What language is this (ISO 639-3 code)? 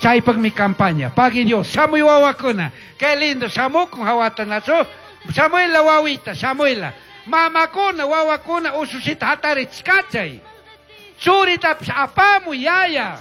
qug